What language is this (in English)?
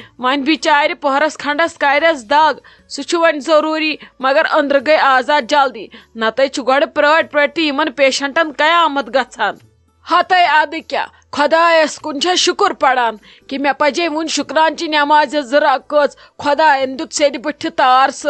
Kashmiri